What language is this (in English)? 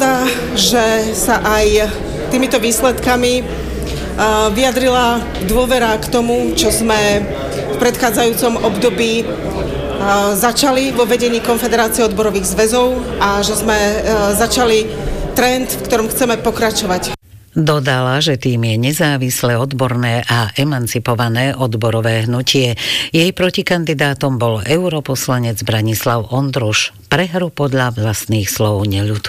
Slovak